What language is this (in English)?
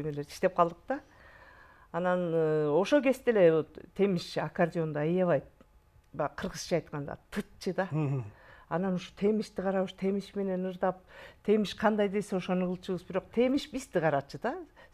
Kyrgyz